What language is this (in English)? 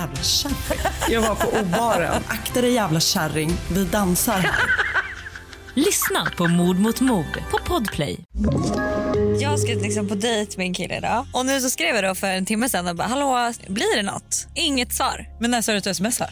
Swedish